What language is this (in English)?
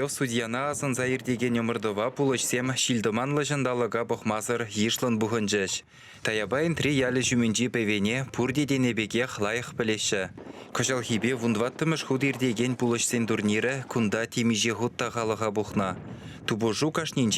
Chuvash